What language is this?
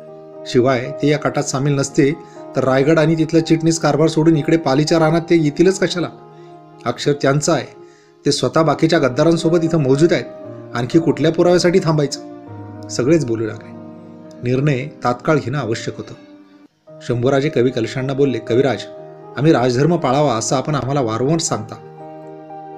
Marathi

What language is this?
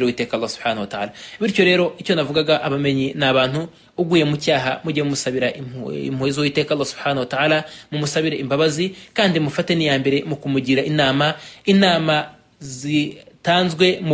Kinyarwanda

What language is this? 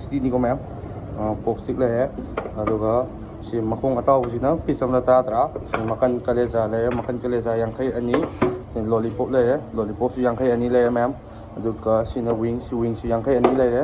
Manipuri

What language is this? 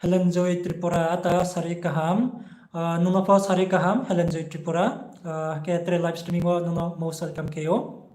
Riang (India)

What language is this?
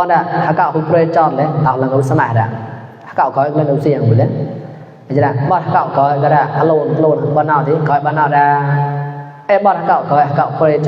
Mon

